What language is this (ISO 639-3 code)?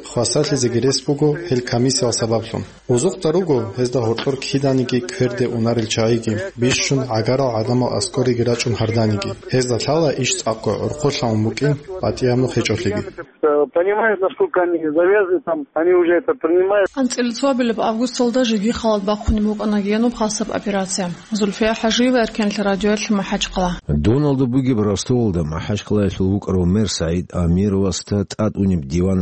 ava